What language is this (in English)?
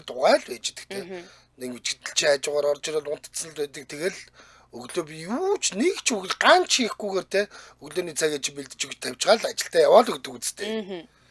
Mongolian